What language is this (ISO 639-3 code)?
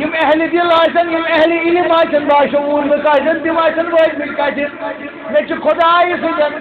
kas